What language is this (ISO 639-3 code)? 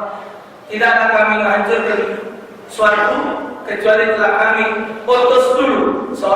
mui